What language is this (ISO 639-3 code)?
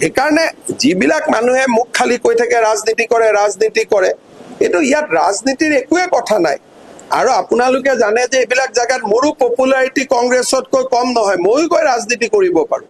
asm